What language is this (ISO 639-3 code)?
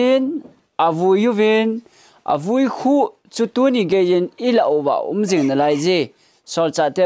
tcz